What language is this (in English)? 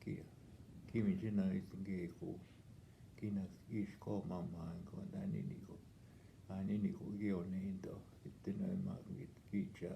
Northwestern Ojibwa